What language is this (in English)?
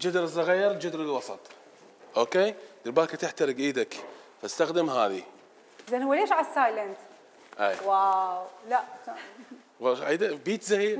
Mesopotamian Arabic